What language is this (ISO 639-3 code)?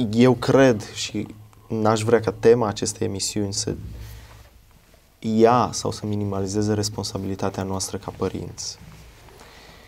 ron